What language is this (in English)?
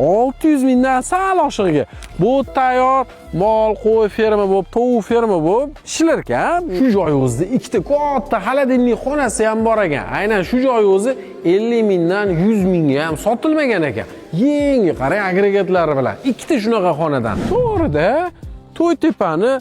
Uzbek